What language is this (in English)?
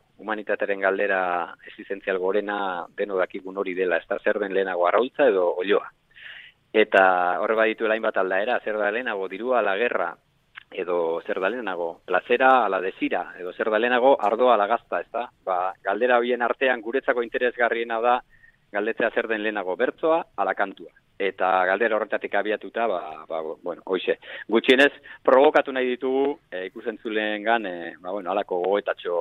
Basque